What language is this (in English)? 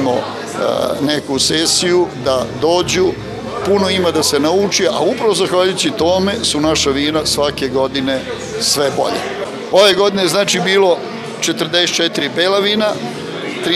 Serbian